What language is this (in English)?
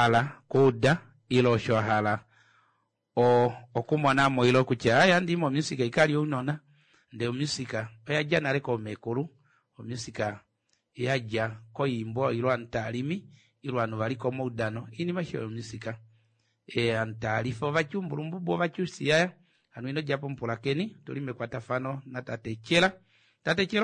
Kuanyama